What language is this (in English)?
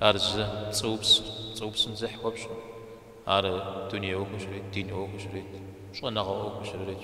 Kabardian